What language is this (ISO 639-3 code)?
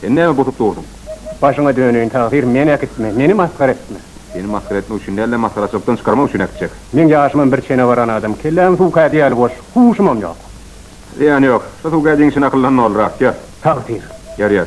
tuk